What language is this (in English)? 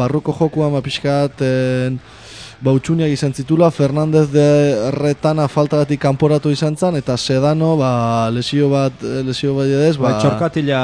Basque